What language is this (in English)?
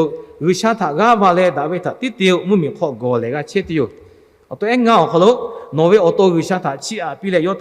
Lahu